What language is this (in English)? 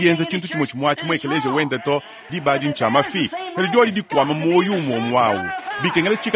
Luba-Lulua